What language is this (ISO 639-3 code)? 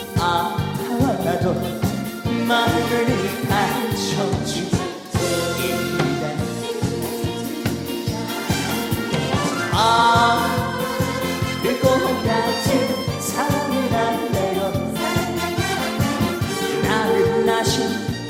kor